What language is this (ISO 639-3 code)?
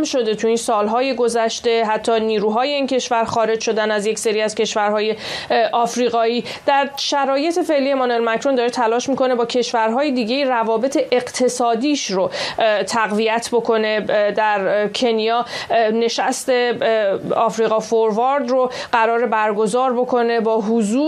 fas